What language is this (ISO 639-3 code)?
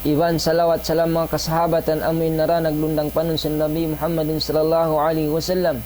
tsg